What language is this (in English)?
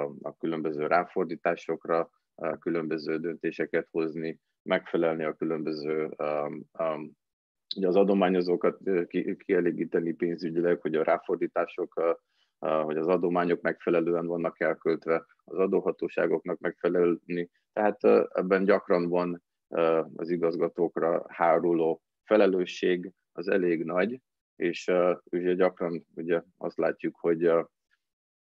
Hungarian